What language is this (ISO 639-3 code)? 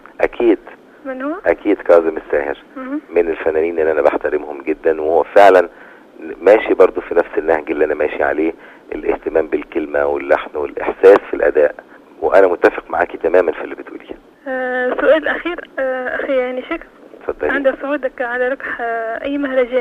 aeb